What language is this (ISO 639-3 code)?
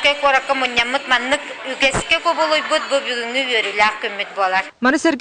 sah